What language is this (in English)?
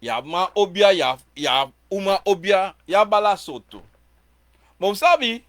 Sranan Tongo